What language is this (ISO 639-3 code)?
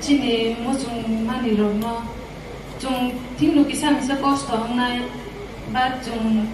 trp